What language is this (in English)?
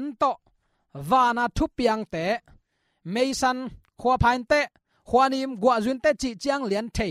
Tedim Chin